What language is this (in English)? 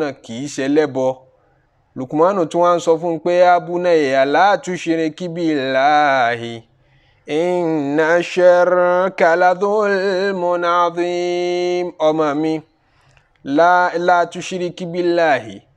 Yoruba